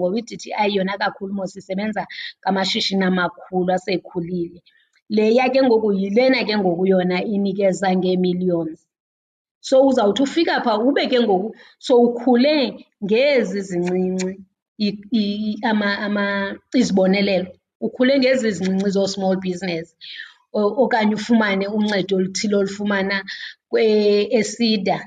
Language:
Xhosa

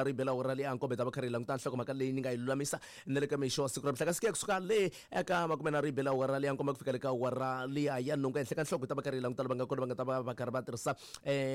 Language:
Tsonga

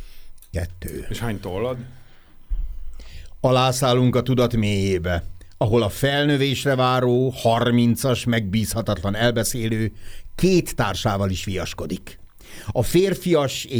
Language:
Hungarian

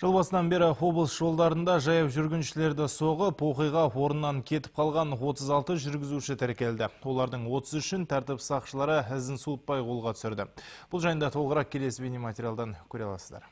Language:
Kazakh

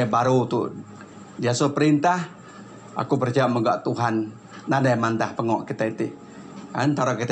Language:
Iban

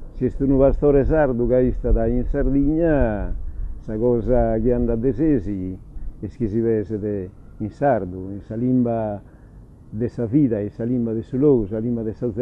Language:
Sardinian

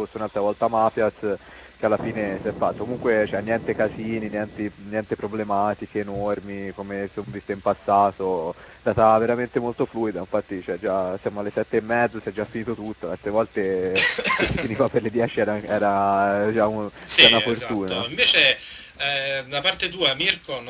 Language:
Italian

